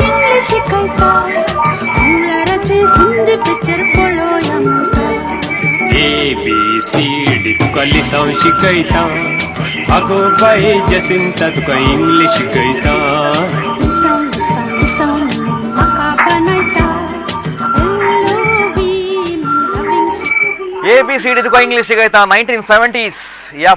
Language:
Konkani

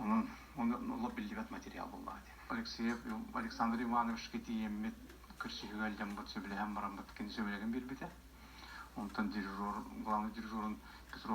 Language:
Yakut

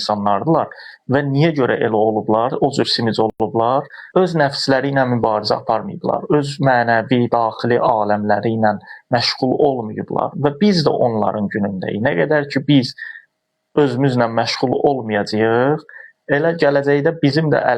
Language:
Azerbaijani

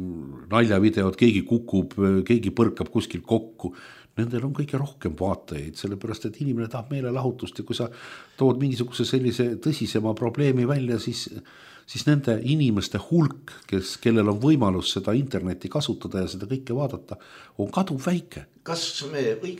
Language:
Estonian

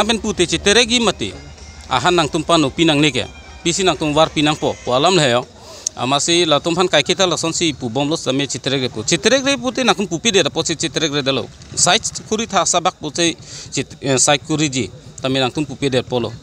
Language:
Karbi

